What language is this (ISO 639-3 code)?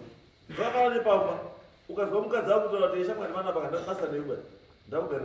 sna